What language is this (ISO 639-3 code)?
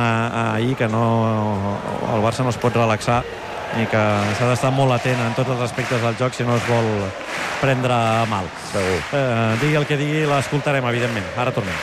cat